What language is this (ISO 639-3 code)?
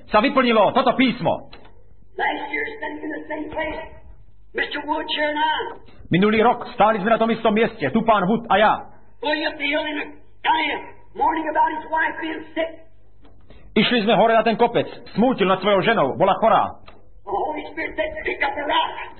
slk